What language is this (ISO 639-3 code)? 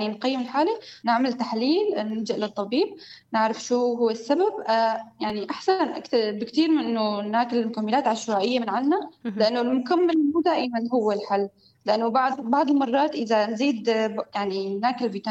apc